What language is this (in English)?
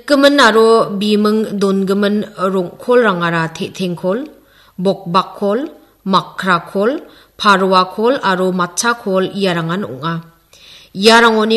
Garo